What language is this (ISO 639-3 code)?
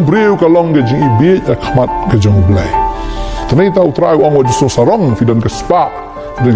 kha